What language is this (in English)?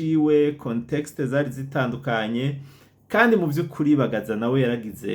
Rundi